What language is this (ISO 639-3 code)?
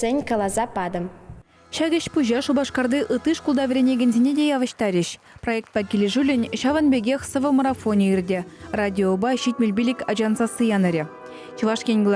chv